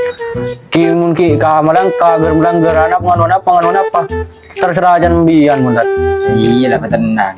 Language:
Madurese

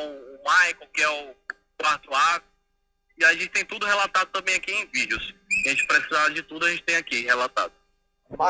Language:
Portuguese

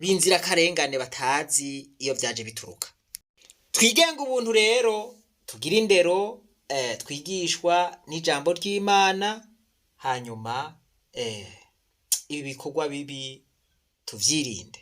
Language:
Rundi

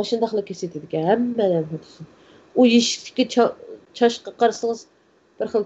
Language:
Uyghur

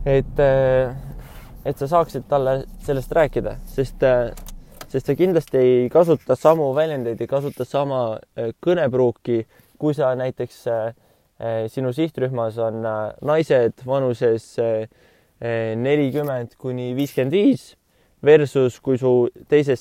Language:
Estonian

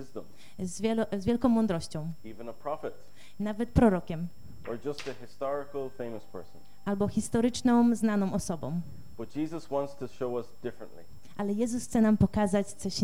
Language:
Polish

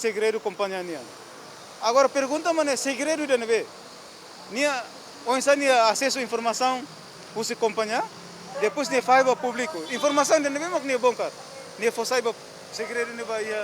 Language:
Tetum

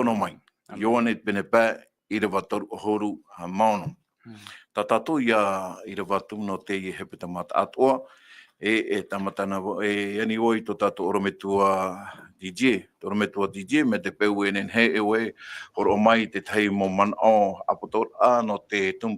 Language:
Tahitian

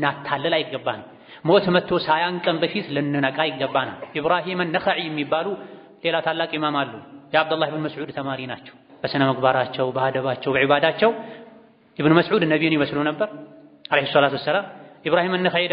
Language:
Amharic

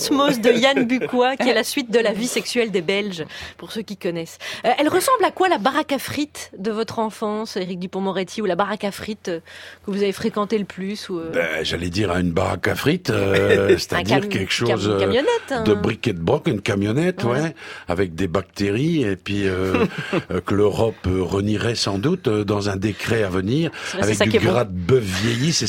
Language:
French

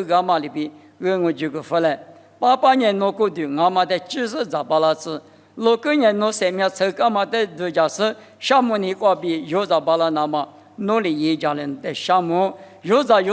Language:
Lisu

